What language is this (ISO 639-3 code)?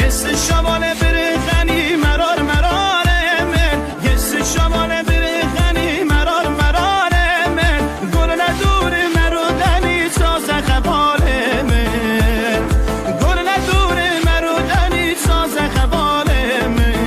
kur